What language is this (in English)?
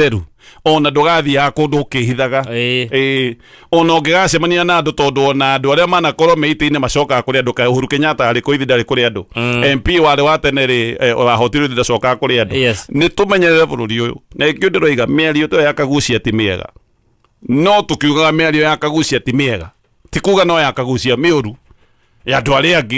Kikuyu